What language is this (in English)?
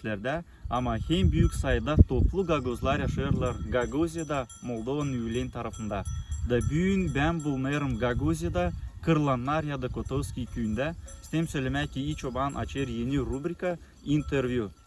Gagauz